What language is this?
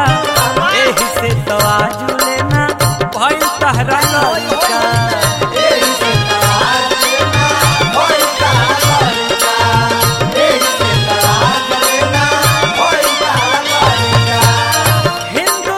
Bhojpuri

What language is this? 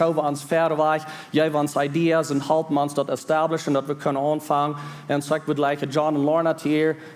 Plautdietsch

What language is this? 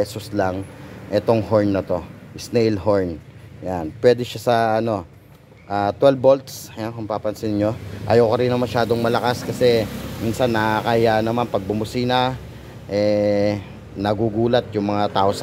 Filipino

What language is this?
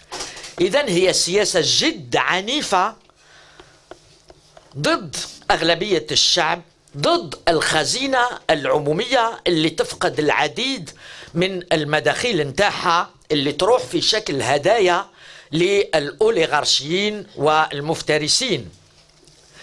Algerian Arabic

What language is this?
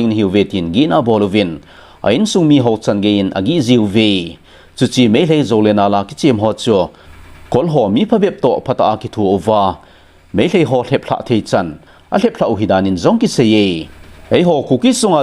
Thado Chin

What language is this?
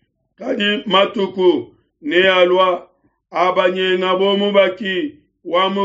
Luba-Lulua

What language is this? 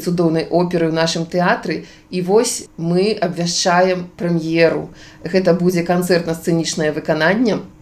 Belarusian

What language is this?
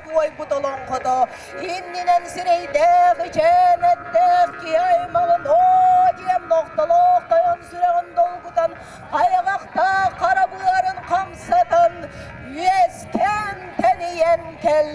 Yakut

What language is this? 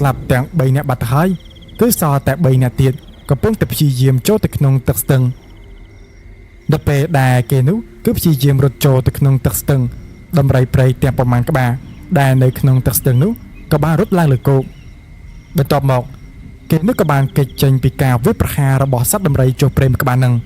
Khmer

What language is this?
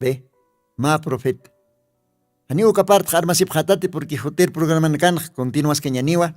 Aymara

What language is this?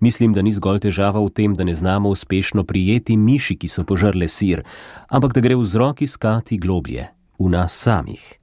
Slovenian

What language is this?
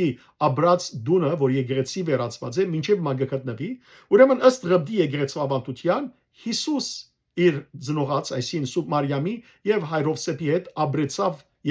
Western Armenian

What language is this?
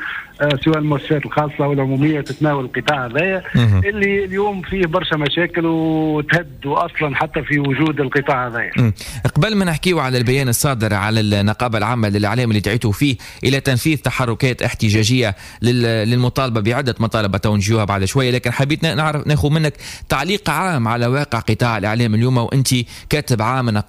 Tunisian Arabic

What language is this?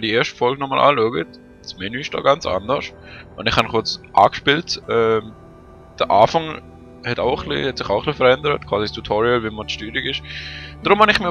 Swiss German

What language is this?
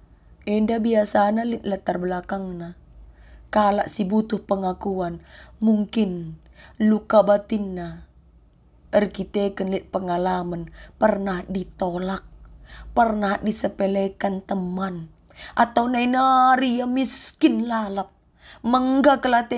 Batak Karo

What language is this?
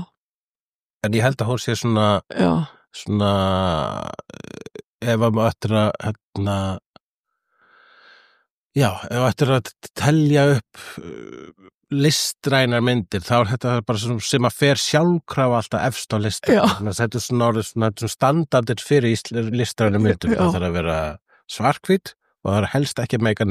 Icelandic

